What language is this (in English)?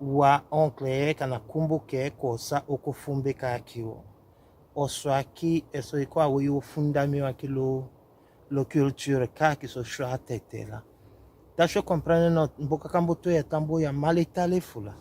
Tetela